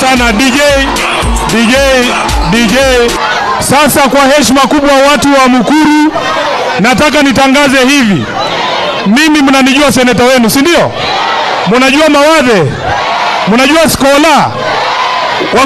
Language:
Swahili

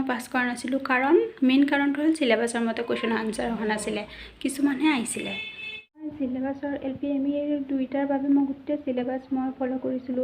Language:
Assamese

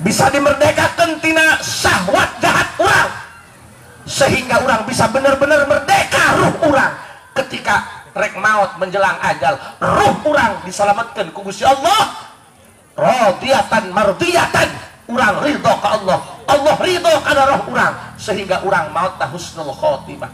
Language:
Sundanese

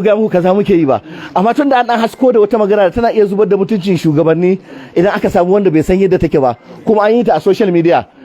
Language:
Hausa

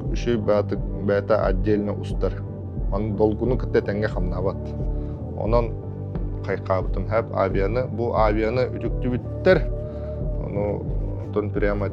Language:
Yakut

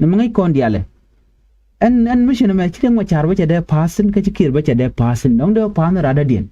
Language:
Nuer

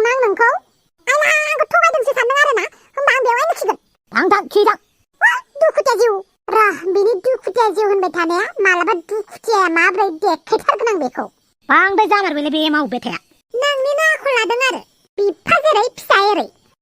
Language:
Bodo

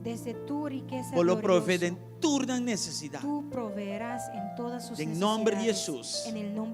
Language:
Papiamento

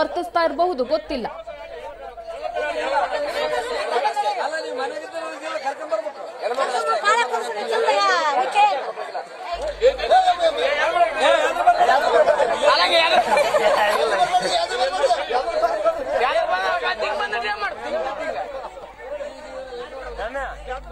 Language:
Kannada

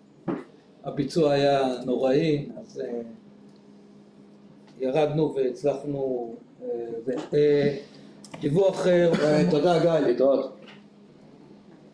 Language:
Hebrew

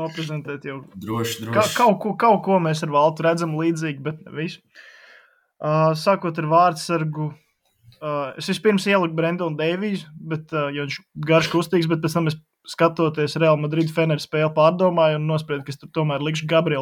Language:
Latvian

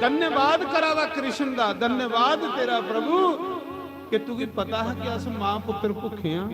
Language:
Dogri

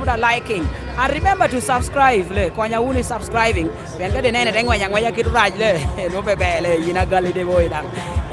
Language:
Lango (Uganda)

